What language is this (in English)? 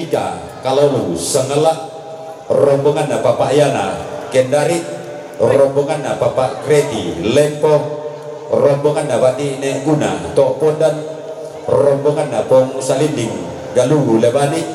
Toraja-Sa'dan